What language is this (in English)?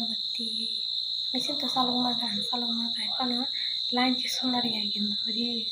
Kok Borok